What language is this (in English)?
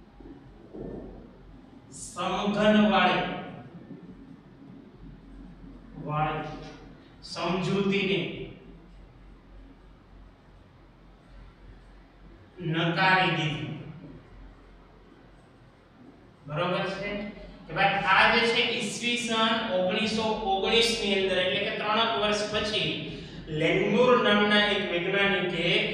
Gujarati